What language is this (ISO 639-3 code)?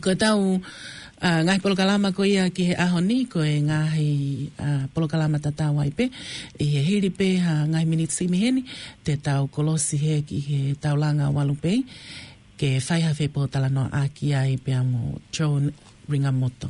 ton